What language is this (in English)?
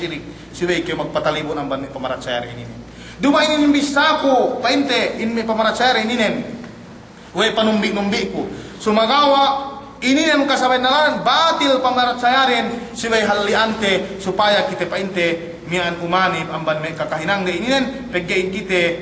Yakan